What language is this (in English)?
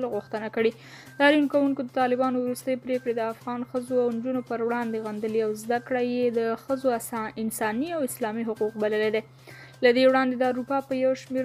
Pashto